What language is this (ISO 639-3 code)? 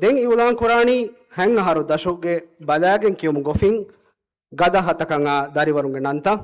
div